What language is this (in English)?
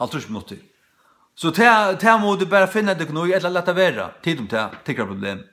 Faroese